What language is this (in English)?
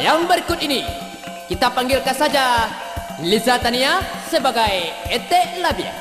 Minangkabau